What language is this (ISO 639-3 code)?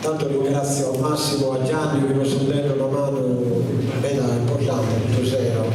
srd